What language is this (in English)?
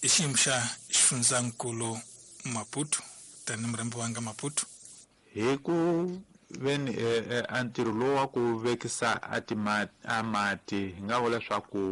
Tsonga